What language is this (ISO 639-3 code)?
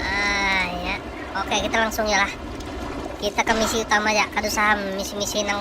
bjn